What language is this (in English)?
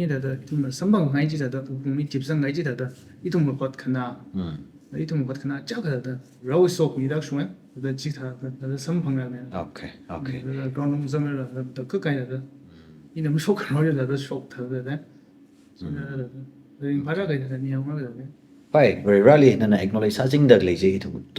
Tangkhul Naga (India)